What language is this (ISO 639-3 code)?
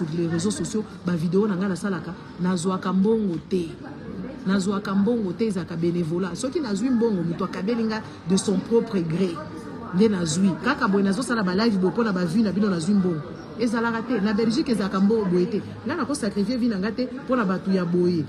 lin